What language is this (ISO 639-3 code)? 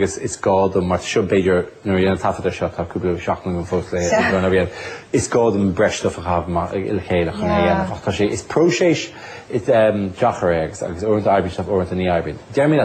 gle